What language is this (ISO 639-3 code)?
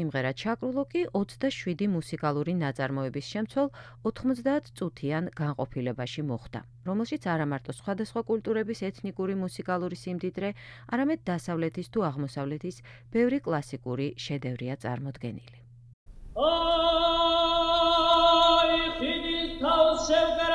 kat